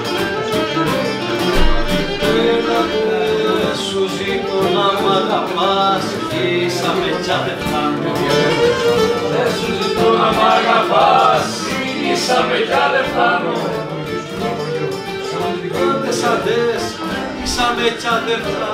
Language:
Greek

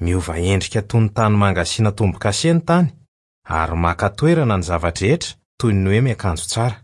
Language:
Malagasy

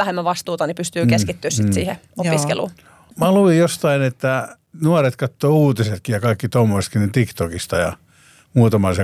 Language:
Finnish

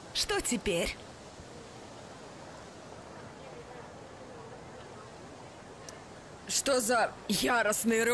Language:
Russian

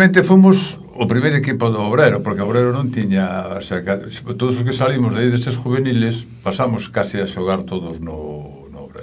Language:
Galician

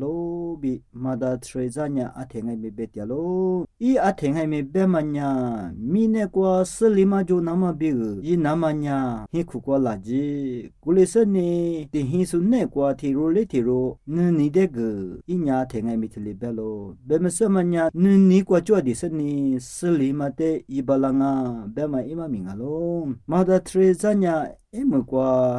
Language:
Lisu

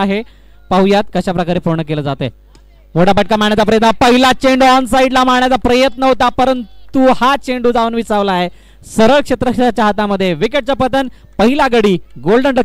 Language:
Marathi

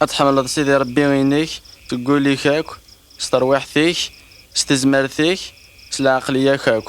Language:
Kabyle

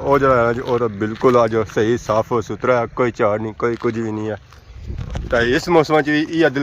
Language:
Pahari-Potwari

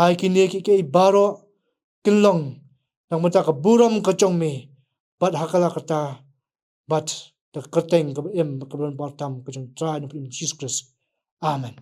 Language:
Khasi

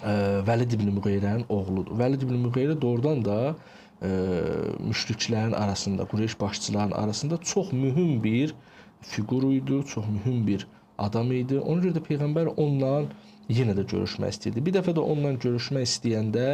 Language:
Azerbaijani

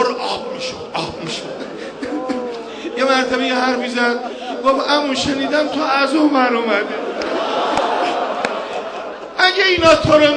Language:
Persian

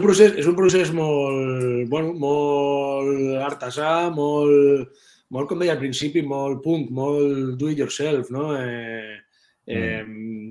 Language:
Catalan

